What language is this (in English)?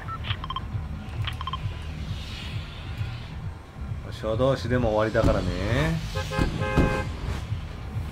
Japanese